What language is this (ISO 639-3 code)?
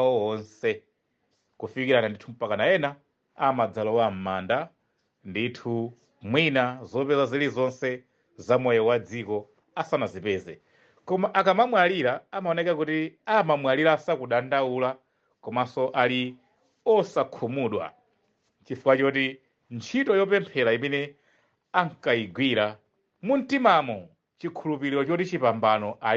nya